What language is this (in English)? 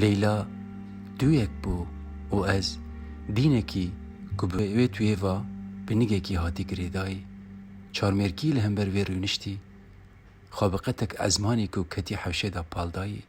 Kurdish